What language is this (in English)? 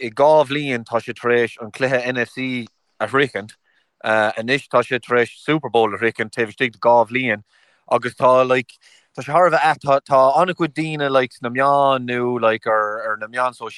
Irish